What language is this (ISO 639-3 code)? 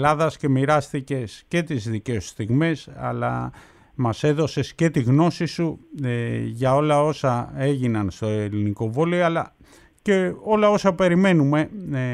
ell